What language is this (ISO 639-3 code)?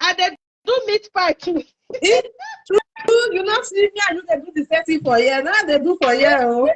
pcm